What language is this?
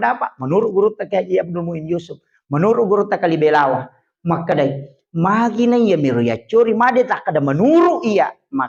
Buginese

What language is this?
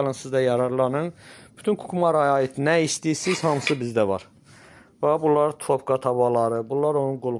Azerbaijani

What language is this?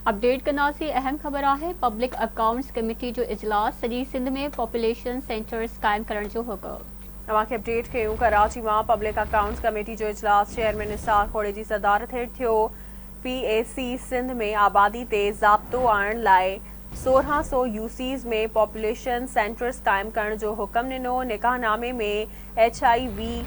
Sindhi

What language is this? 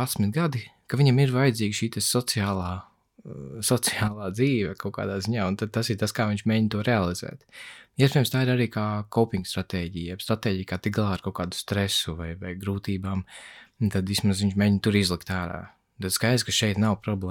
Latvian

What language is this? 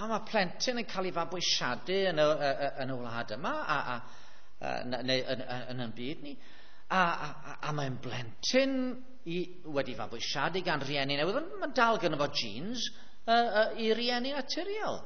Welsh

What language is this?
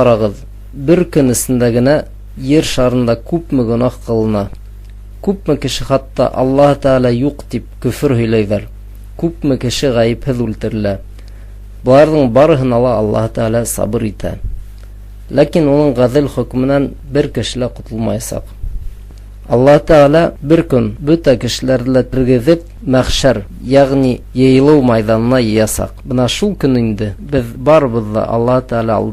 Bashkir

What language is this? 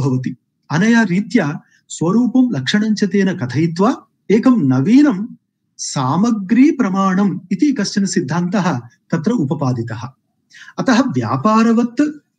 Sanskrit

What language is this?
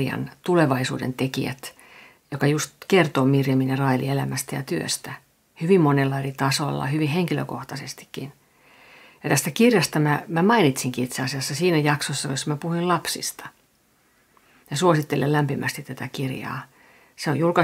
Finnish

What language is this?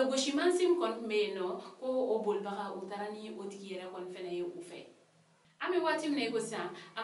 Bambara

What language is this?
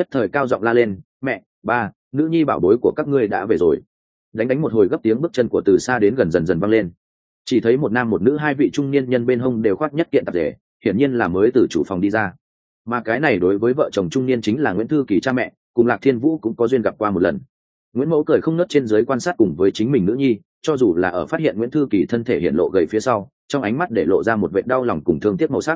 Vietnamese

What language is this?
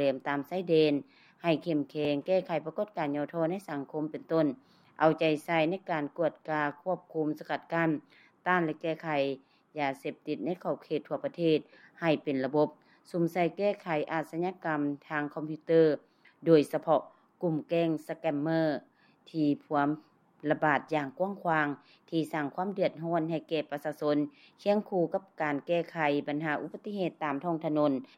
Lao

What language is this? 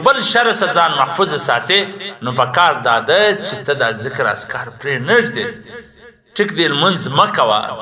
Pashto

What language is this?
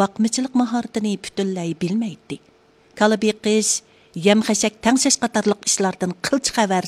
Uyghur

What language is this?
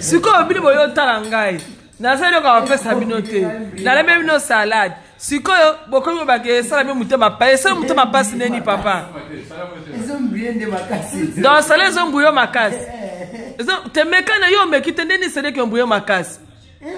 Lingala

